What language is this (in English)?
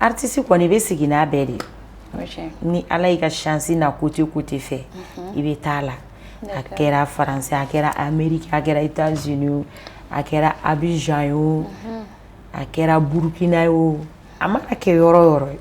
Bambara